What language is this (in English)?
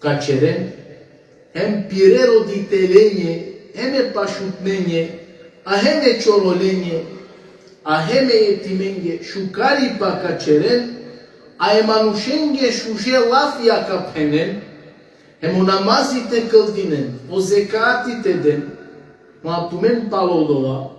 Balkan Romani